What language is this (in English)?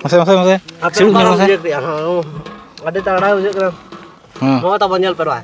Santali